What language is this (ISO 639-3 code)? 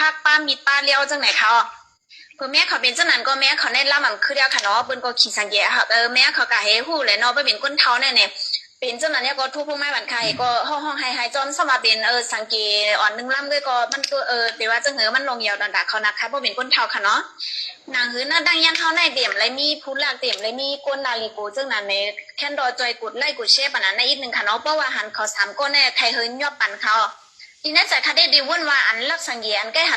shn